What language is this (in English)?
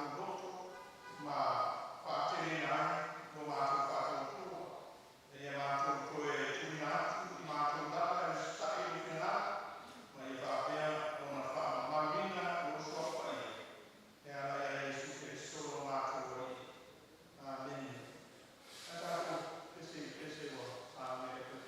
Samoan